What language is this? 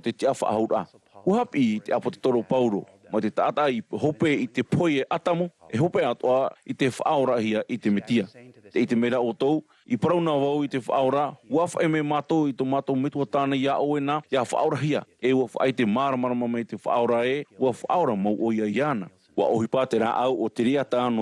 Tahitian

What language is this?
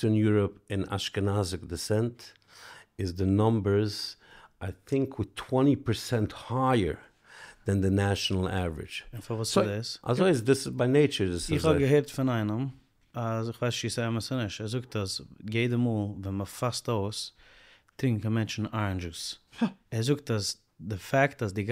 Yiddish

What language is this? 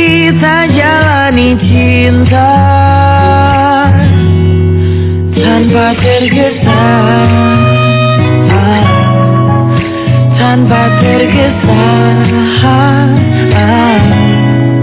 Indonesian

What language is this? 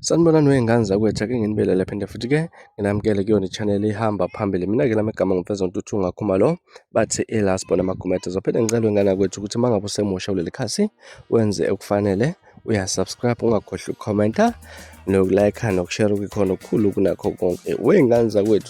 Zulu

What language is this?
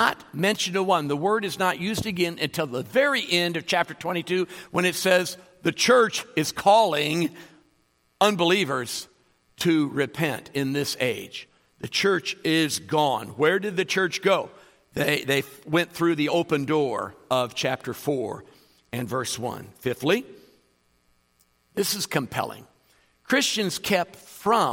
English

